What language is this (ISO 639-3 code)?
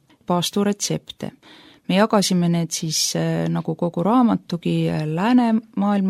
est